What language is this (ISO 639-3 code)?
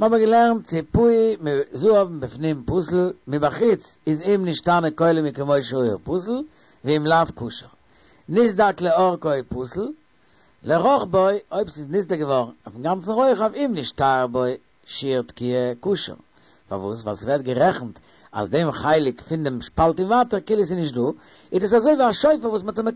yid